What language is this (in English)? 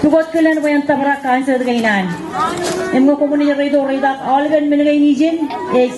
Marshallese